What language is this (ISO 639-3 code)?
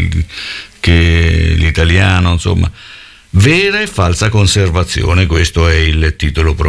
ita